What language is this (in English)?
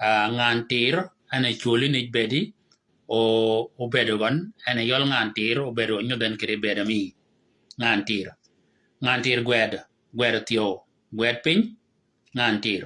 Shilluk